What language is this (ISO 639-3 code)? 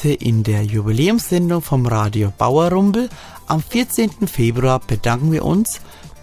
deu